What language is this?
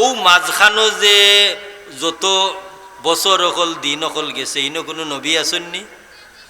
Sylheti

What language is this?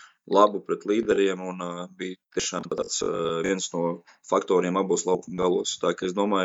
Latvian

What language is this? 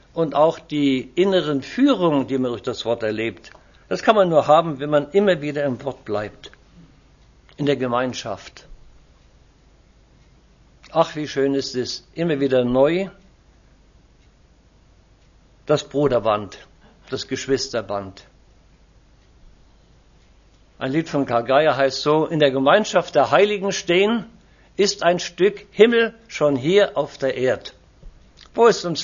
German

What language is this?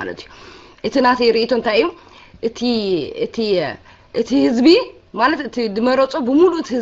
Tigrinya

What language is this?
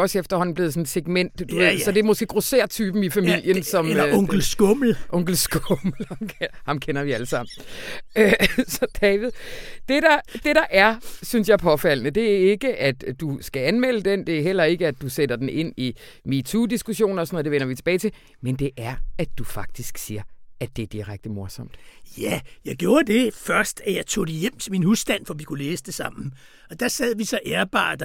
Danish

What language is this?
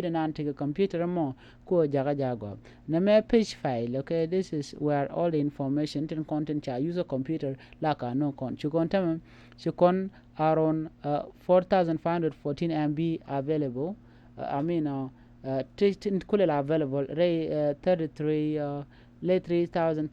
Nuer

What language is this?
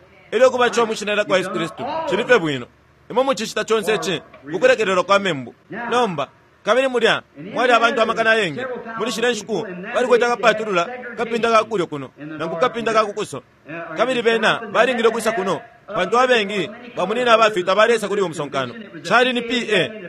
Bemba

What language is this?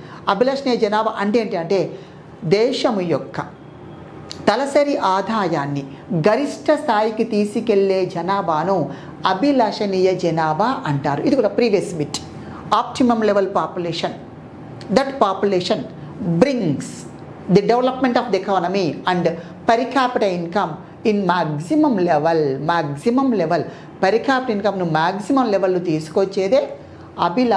Telugu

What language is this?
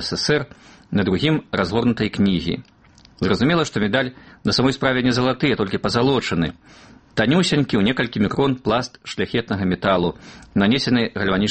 Belarusian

